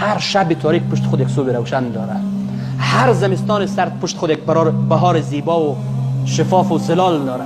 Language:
Persian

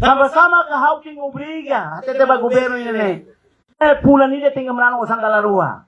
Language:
Tetum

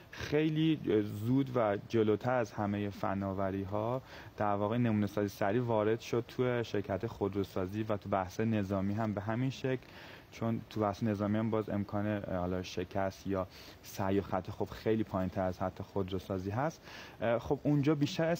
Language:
Persian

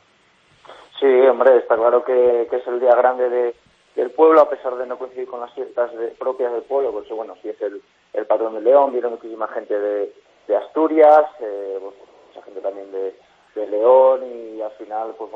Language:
Spanish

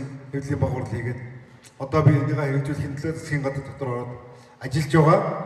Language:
Mongolian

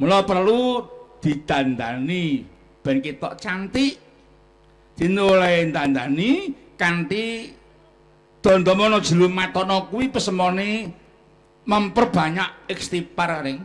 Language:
Javanese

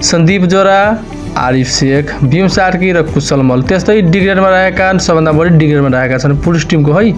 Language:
Nepali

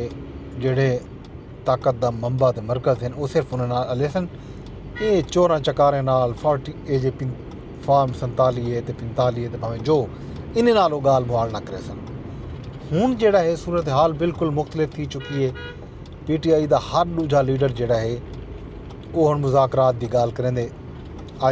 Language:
Saraiki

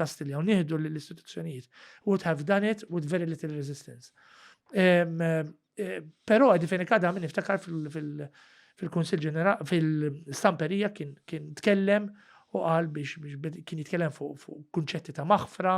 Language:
Maltese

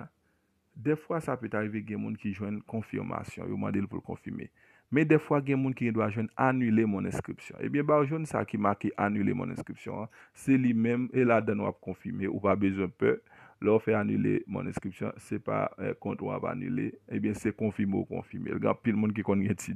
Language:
Haitian Creole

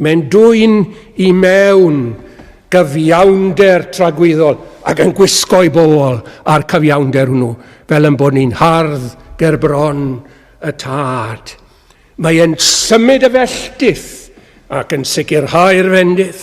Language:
Welsh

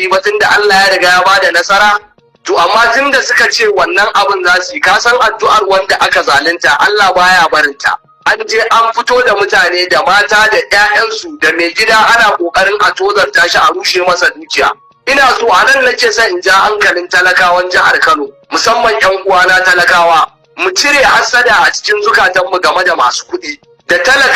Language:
Hausa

